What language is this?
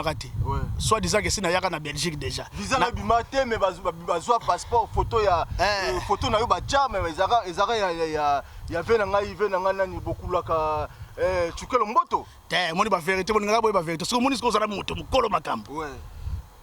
Lingala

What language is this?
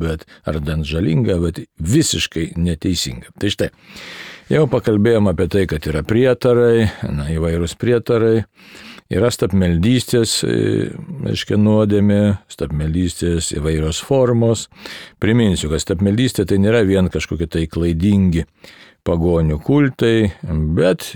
Lithuanian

